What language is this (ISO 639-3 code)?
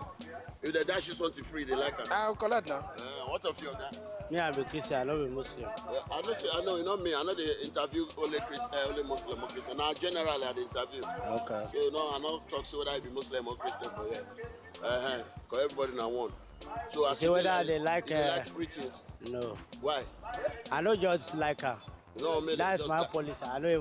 pcm